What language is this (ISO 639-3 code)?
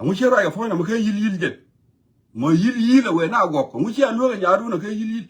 nus